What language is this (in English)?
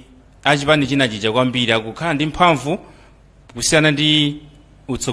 Nyanja